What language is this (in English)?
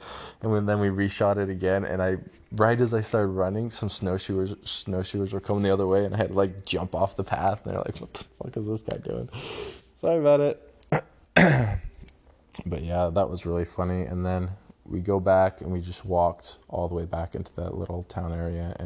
English